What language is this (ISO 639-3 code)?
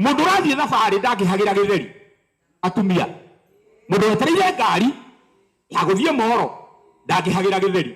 kik